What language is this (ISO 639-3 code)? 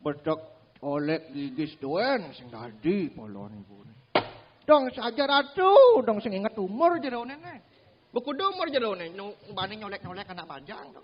ban